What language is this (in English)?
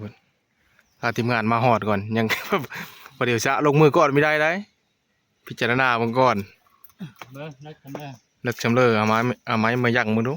Northeastern Thai